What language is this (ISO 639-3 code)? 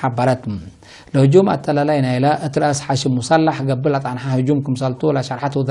tig